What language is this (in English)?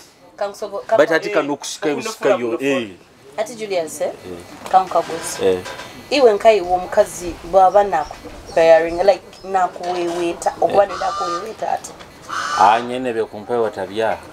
Nyoro